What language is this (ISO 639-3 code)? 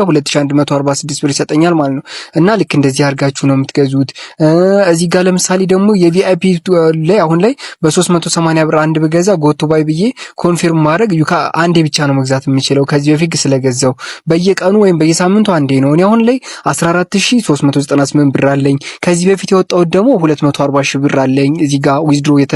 amh